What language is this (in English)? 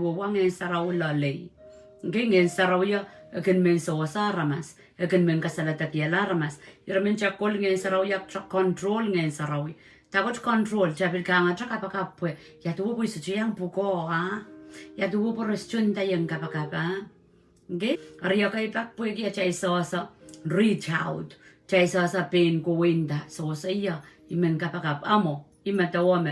Pohnpeian